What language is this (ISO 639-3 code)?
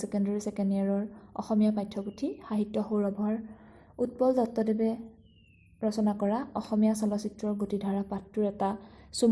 asm